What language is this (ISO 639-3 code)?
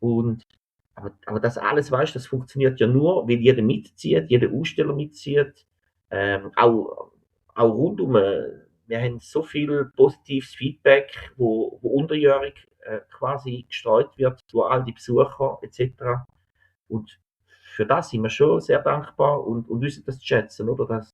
gsw